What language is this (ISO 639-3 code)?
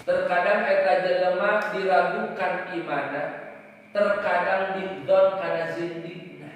sun